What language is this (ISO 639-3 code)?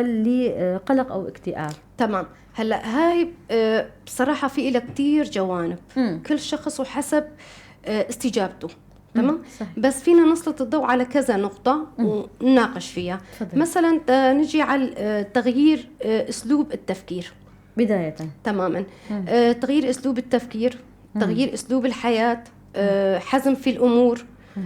apc